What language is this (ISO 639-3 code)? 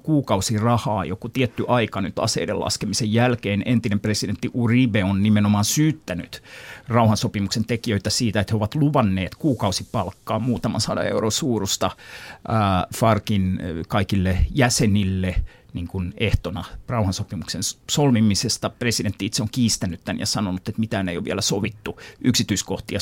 fin